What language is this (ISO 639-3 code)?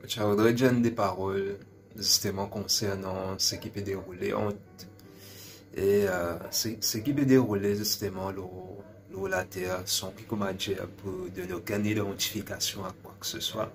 mfe